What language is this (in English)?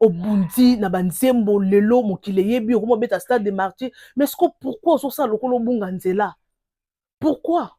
Lingala